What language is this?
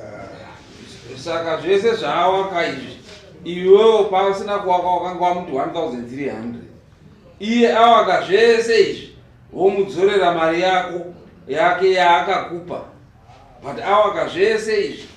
Shona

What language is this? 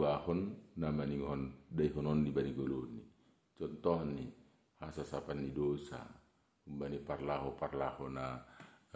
Batak Simalungun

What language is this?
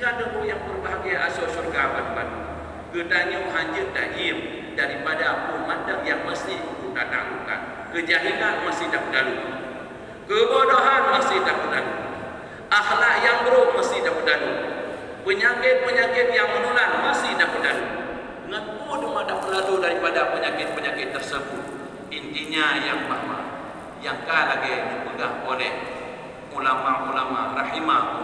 Achinese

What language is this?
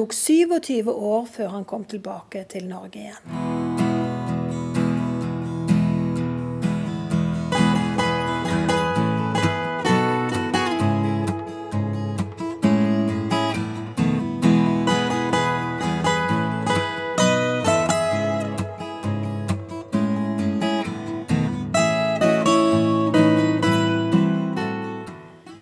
Norwegian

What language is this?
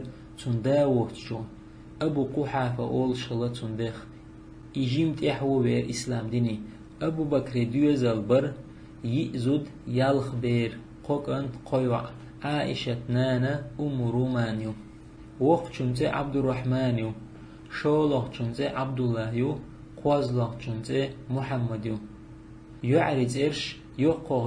Chechen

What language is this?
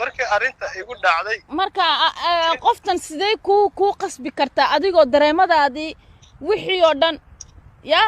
Somali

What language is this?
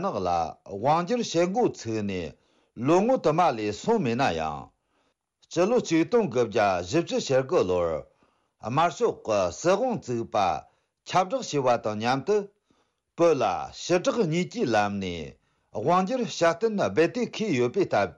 Tibetan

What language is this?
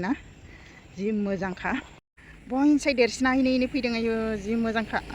Bodo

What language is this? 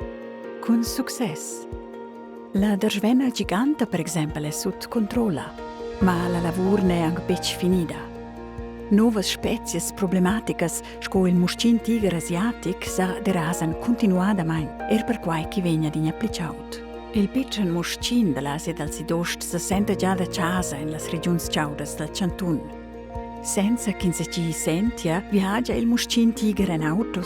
Romansh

